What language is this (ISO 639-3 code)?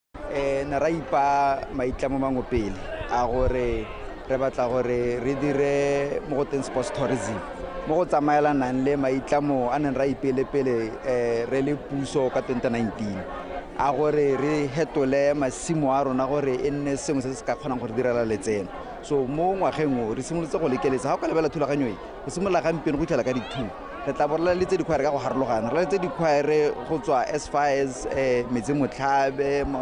tsn